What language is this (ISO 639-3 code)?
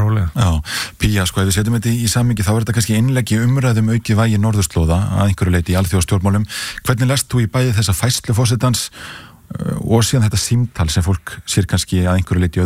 isl